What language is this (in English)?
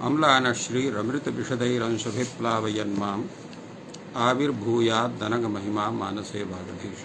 Sanskrit